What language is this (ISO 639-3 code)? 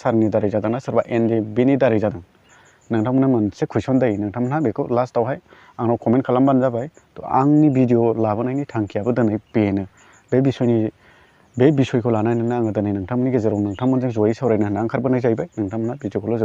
brx